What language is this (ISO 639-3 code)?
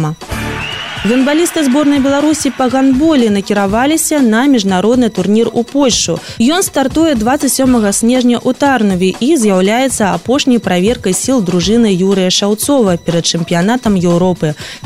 bel